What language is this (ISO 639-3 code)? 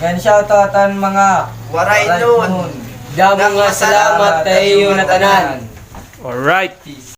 war